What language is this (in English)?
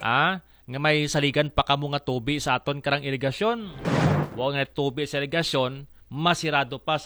Aklanon